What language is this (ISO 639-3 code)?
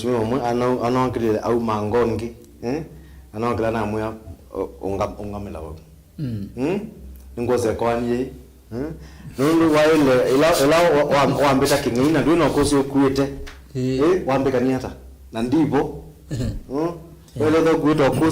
kam